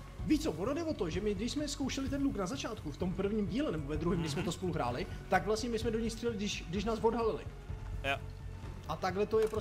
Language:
Czech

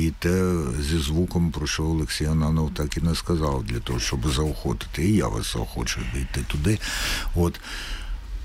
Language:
Ukrainian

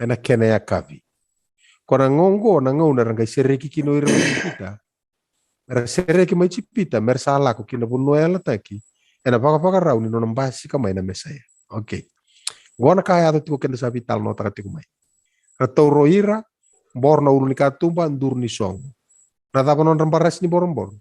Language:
Fijian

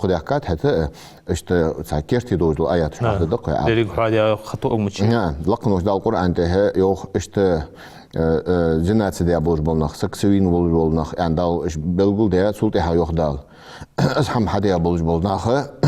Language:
Ingush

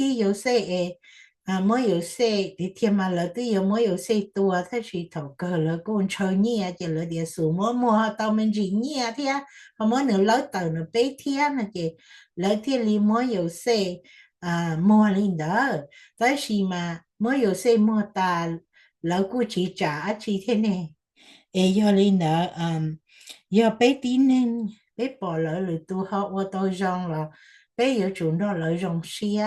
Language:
Hmong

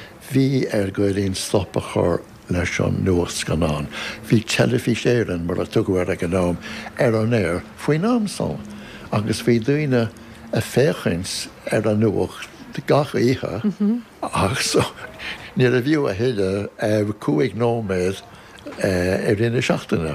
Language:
Irish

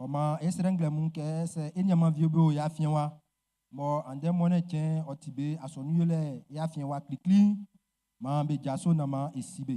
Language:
Baoulé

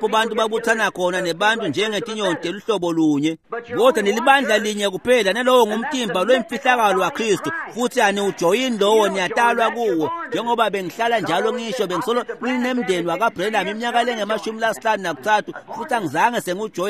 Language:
Swati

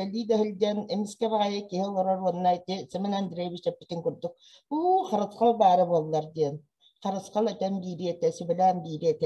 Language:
Yakut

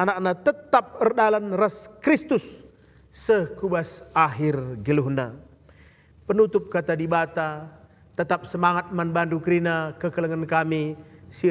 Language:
Batak Karo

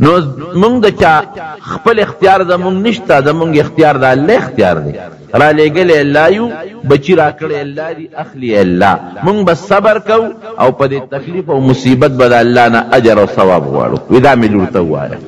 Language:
Pashto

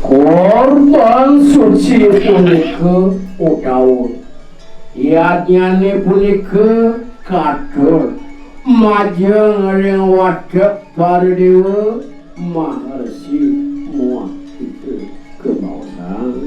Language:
Balinese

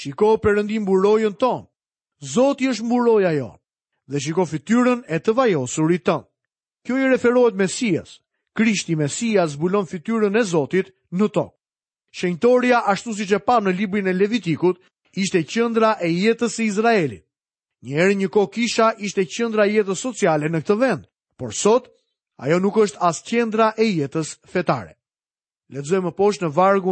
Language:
Albanian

